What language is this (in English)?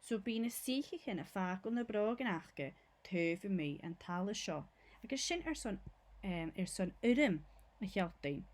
Scottish Gaelic